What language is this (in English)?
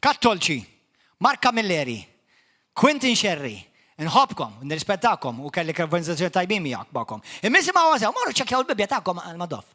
Maltese